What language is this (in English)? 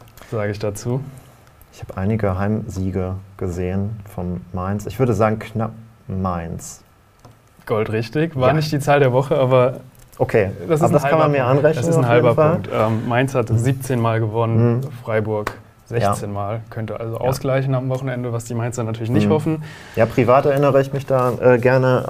German